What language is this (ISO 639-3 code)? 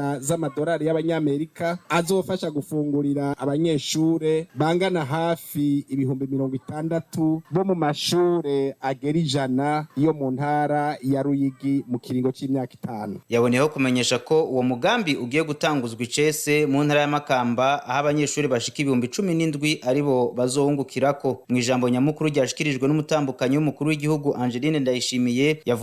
run